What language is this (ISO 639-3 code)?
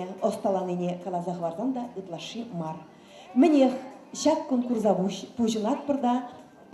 chv